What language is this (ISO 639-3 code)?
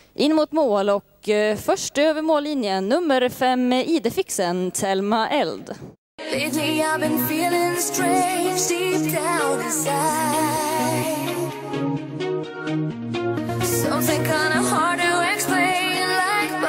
swe